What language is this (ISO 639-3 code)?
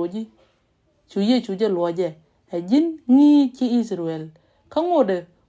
nus